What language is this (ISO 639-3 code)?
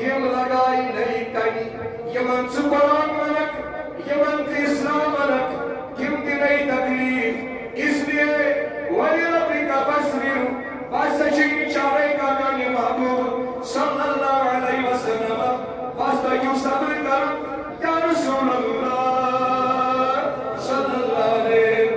kas